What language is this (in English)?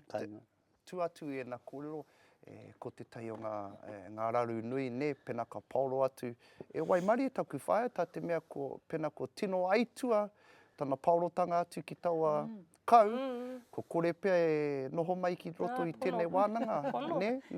Māori